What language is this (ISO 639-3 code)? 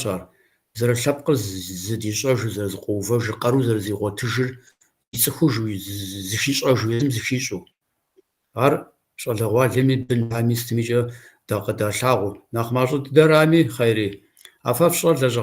kbd